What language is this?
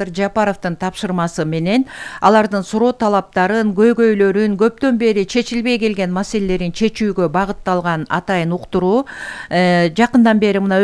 Kyrgyz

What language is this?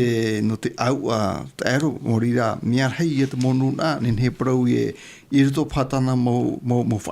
Tahitian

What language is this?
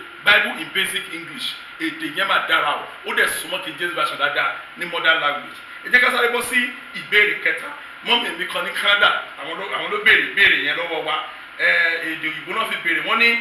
Yoruba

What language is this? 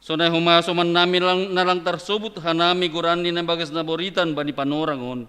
Batak Simalungun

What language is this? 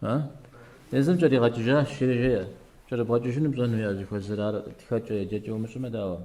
Kabardian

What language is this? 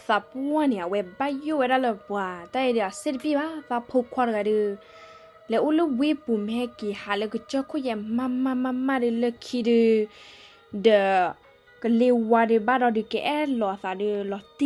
S'gaw Karen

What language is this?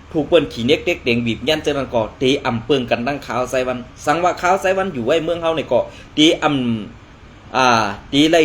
Shan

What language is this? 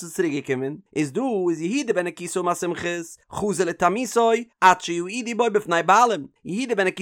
Yiddish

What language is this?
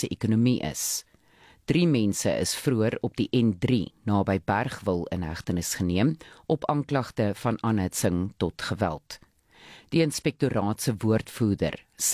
Afrikaans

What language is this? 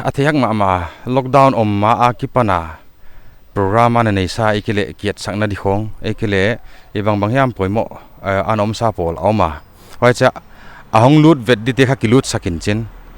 Paite Chin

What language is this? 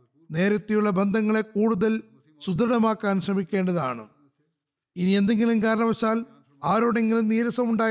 Malayalam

